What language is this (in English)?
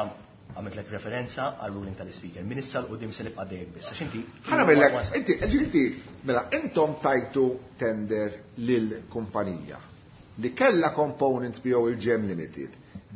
Maltese